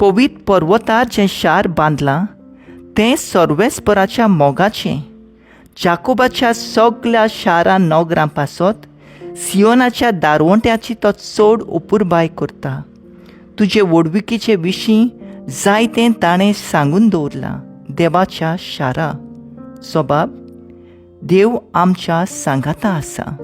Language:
Konkani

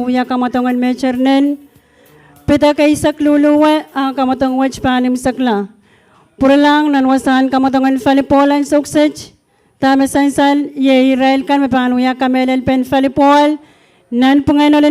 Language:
Pohnpeian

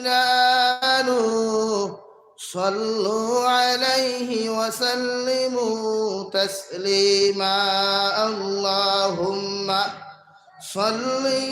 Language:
Sylheti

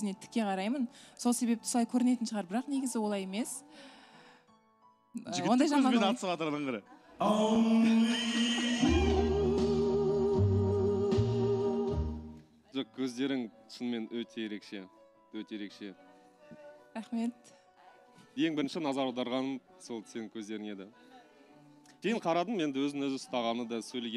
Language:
Kazakh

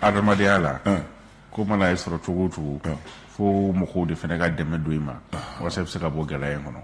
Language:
Bambara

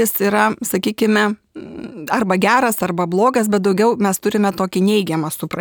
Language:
Lithuanian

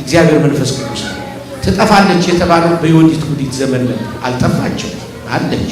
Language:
Amharic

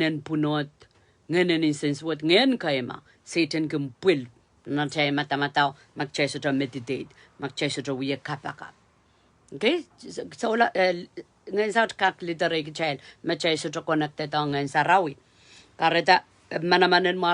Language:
Pohnpeian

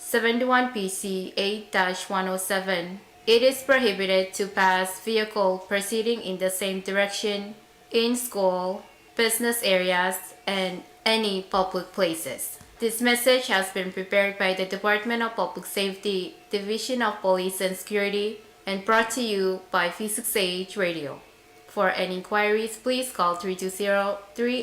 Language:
Pohnpeian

